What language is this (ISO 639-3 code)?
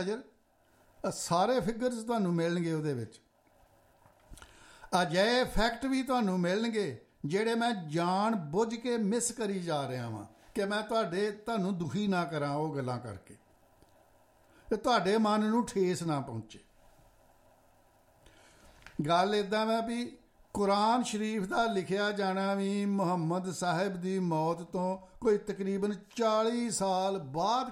pan